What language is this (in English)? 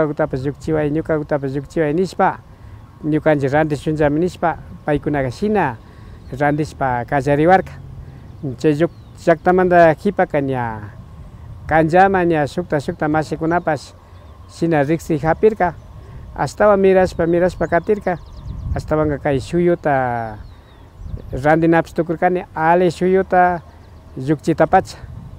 Imbabura Highland Quichua